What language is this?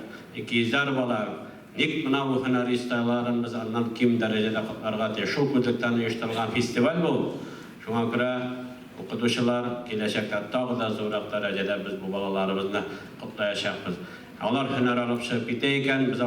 Tatar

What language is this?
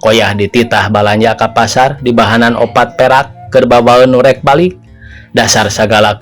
Sundanese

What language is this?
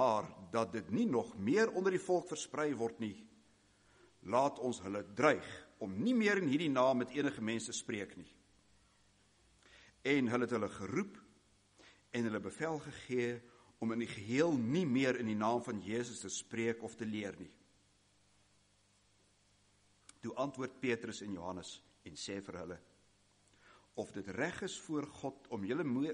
Afrikaans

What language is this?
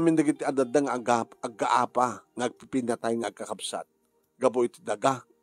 Iloko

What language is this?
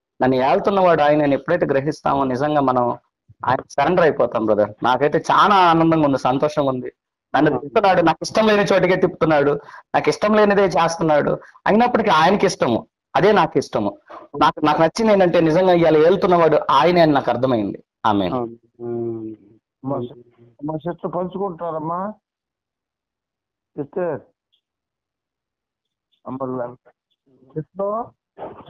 Telugu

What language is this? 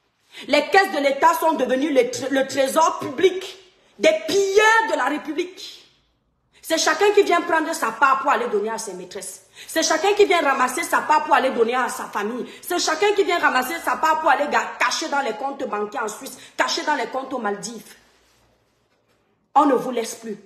French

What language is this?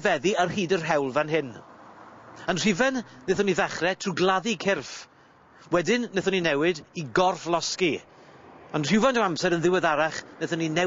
Welsh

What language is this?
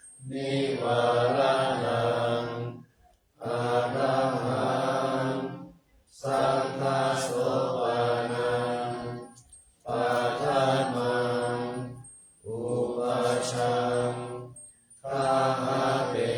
Pali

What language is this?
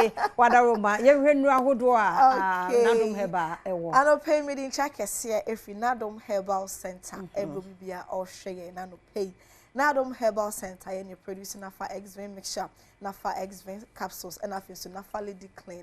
Akan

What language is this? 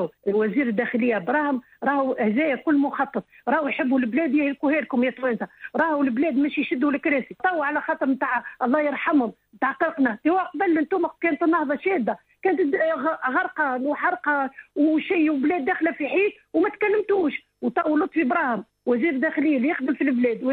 Tunisian Arabic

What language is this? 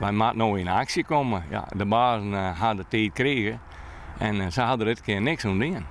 Western Frisian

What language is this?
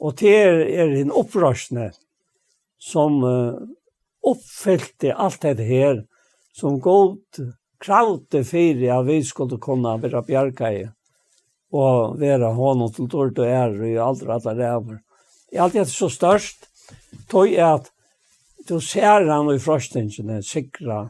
Faroese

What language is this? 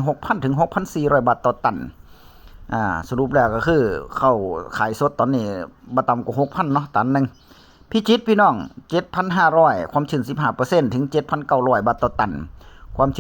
Northeastern Thai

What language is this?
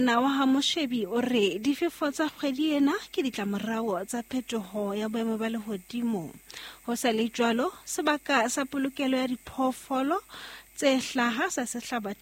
Southern Sotho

